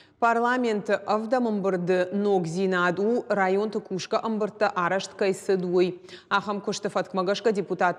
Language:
Ossetic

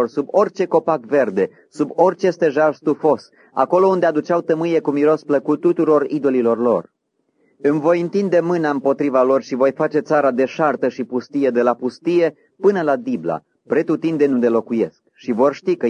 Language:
Romanian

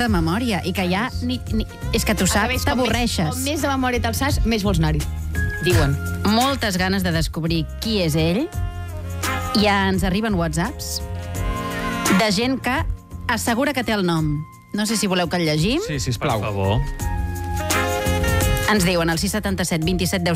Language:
Catalan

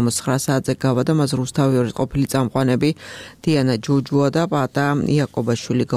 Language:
Georgian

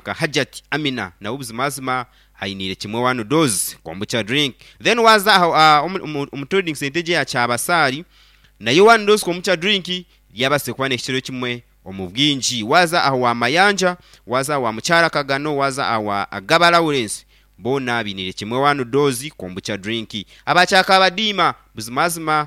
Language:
Nyankole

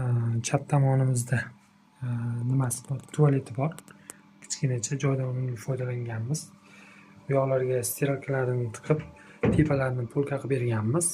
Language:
Uzbek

